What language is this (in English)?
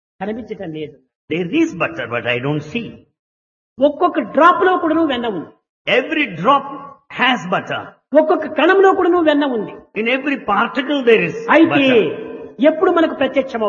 Telugu